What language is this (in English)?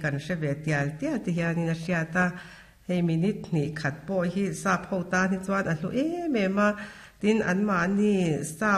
Mizo